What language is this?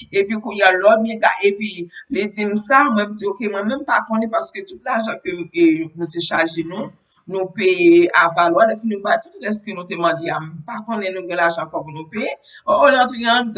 Haitian Creole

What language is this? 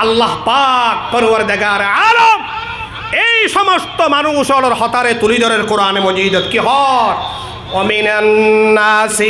Rohingya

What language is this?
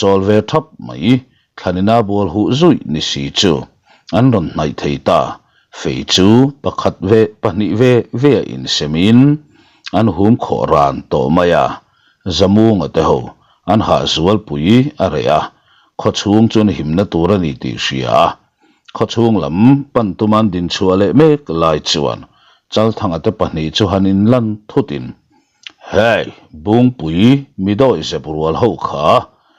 Mizo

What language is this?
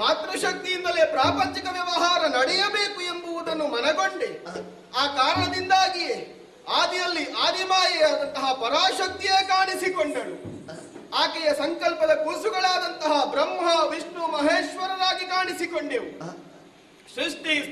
Kannada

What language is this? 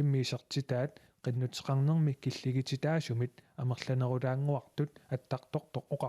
Kalaallisut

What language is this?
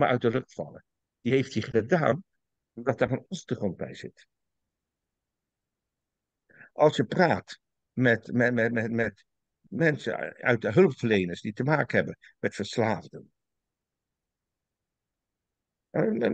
Dutch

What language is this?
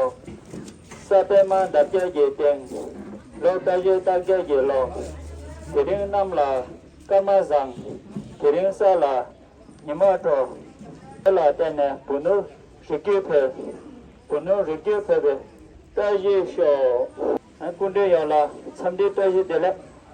Tibetan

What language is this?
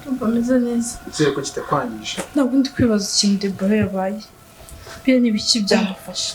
Kinyarwanda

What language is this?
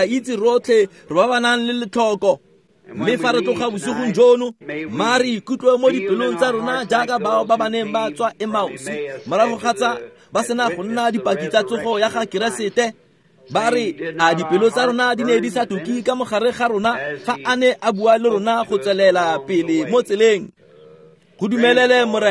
Tswana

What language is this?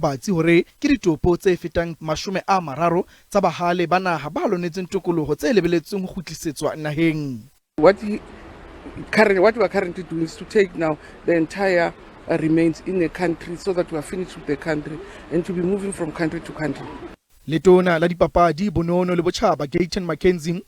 Southern Sotho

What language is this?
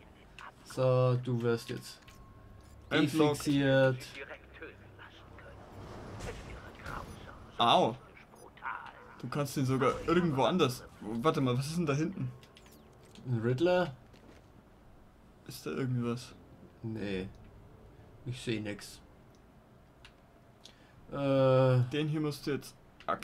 German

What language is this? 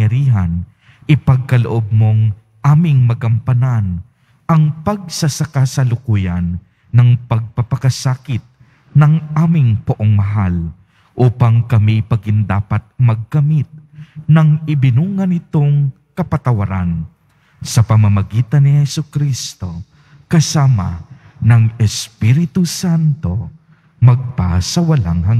Filipino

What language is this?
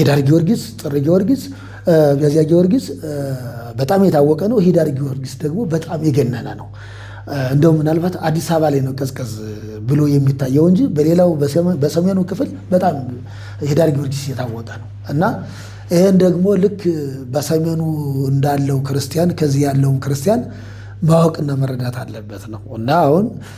Amharic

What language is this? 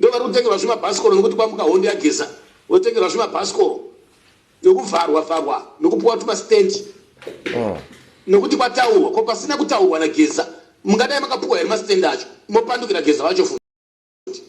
Shona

